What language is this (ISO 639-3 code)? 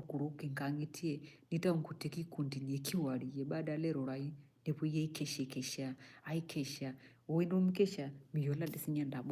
mas